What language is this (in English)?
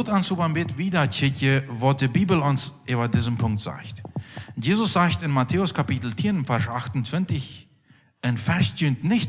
Plautdietsch